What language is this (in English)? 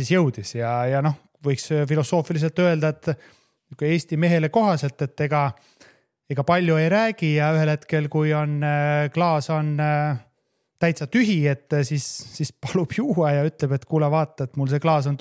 Estonian